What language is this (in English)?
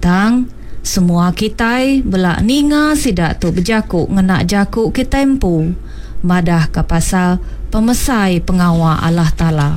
Iban